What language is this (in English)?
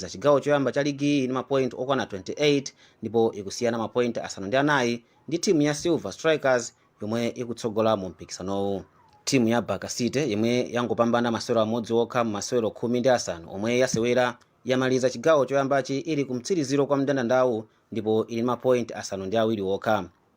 Nyanja